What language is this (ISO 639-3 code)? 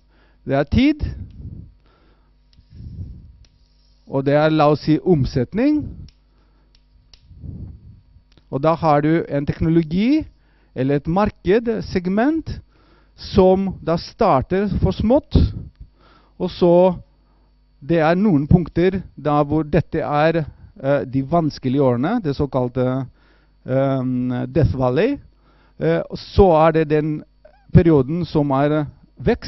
nor